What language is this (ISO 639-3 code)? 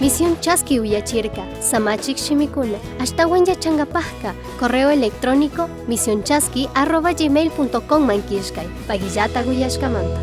qug